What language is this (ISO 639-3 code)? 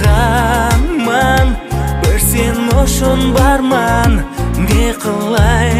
kaa